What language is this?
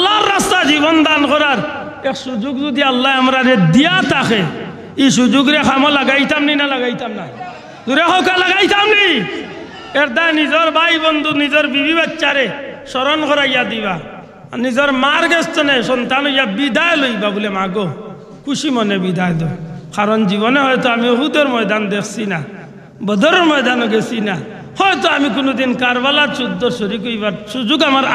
Sylheti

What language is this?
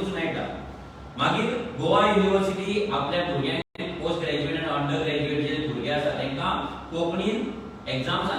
Konkani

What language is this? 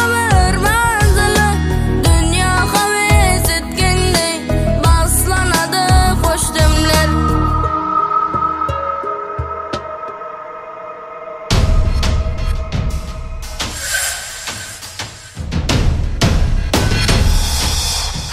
Kazakh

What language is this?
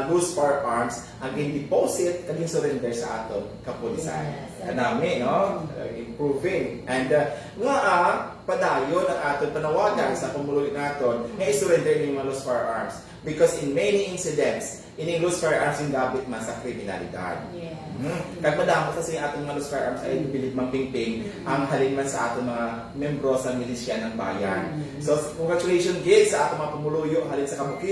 Hiligaynon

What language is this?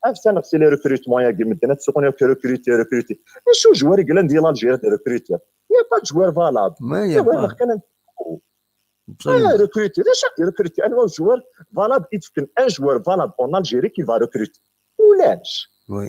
Kabyle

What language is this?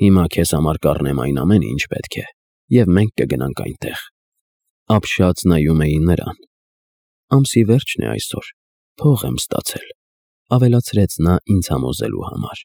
Armenian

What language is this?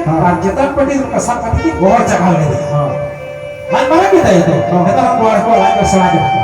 Santali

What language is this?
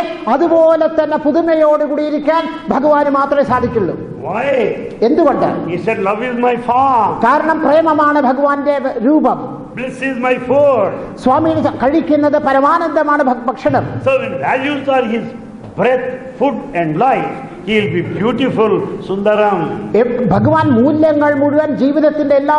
Malayalam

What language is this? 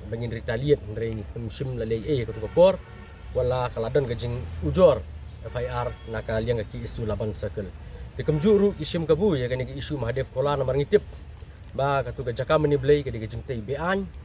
Khasi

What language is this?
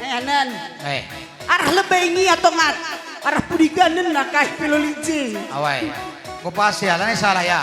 Batak Karo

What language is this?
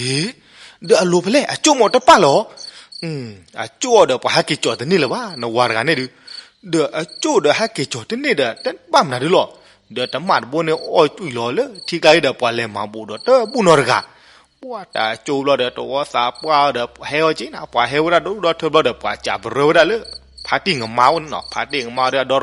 S'gaw Karen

